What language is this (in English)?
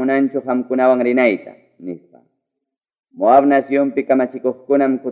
Ayacucho Quechua